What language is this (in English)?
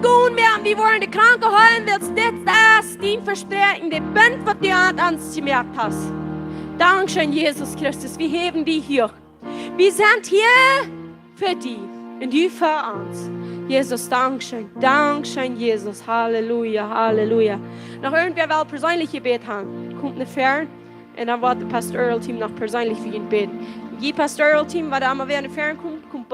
Plautdietsch